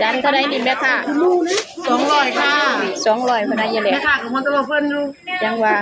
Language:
Northeastern Thai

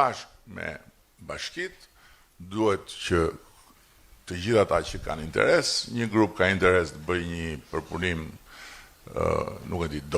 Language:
Albanian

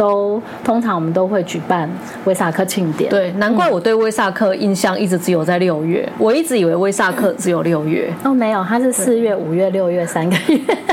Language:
Chinese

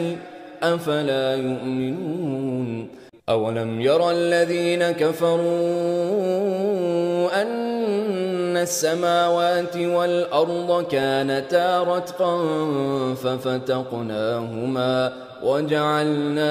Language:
Arabic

